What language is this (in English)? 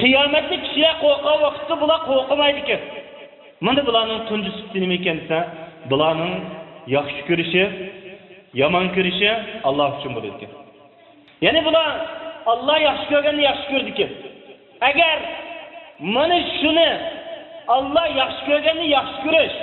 Uyghur